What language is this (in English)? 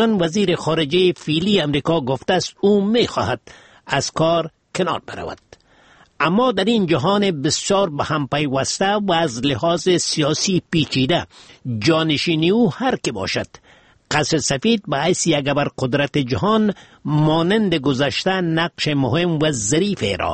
Persian